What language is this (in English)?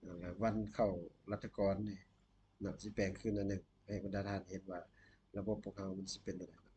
Lao